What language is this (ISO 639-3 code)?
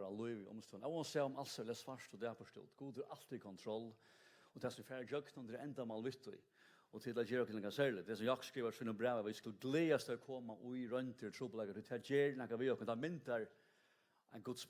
fao